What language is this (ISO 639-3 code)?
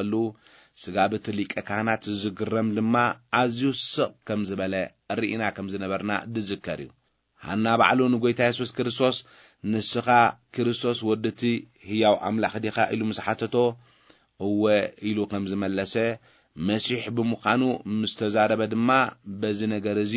tir